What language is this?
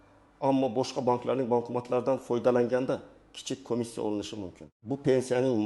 Uzbek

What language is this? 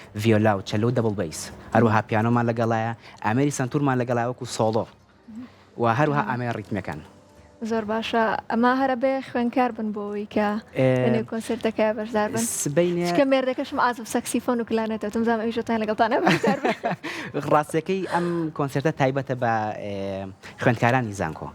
Central Kurdish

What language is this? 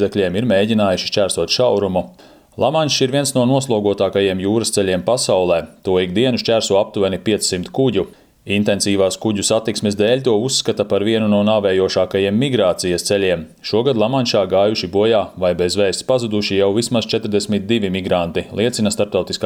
Latvian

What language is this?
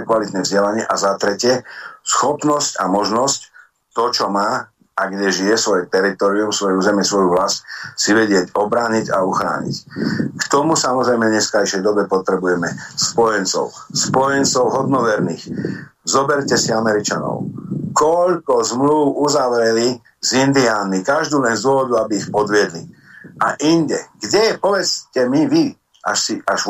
Slovak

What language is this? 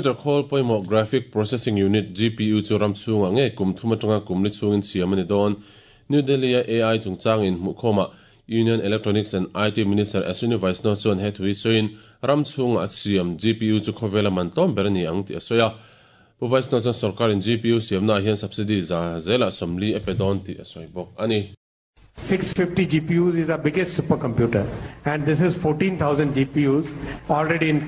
Mizo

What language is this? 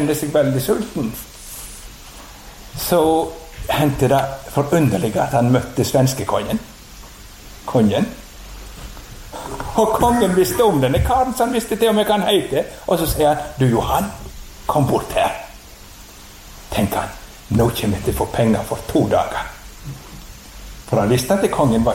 Norwegian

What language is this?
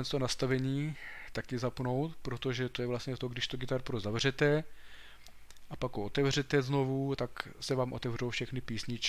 Czech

